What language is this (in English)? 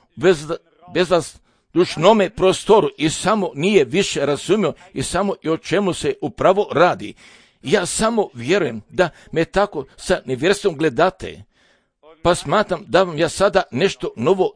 Serbian